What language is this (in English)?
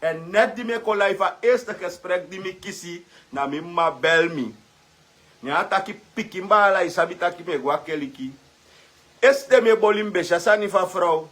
Sranan Tongo